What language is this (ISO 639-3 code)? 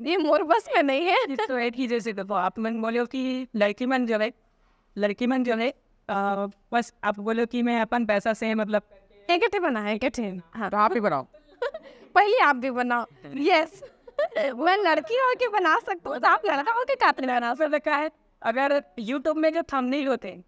hne